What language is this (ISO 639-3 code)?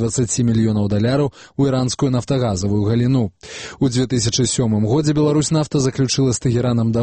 bel